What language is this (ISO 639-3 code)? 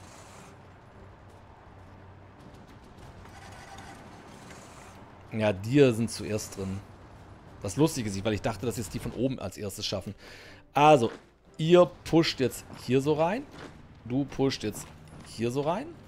deu